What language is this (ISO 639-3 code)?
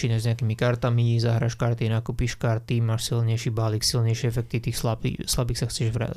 slk